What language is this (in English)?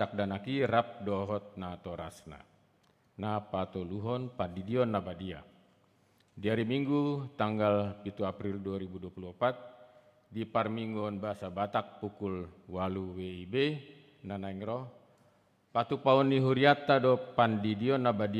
Batak Toba